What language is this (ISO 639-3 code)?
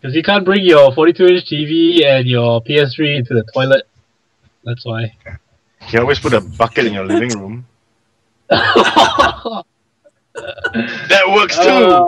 eng